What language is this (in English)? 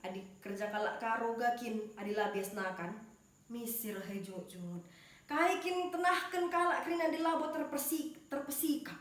Batak Karo